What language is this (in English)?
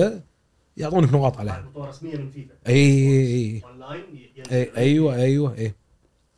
Gulf Arabic